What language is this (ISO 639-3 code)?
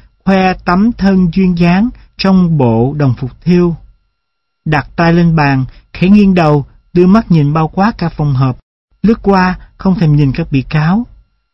vie